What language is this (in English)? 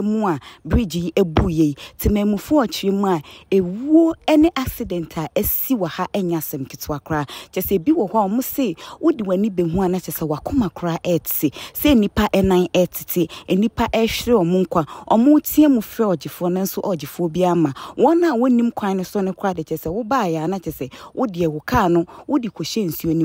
Akan